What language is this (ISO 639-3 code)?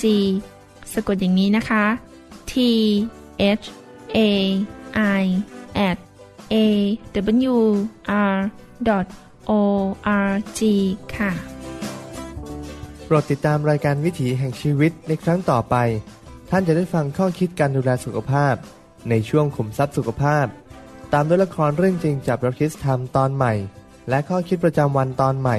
tha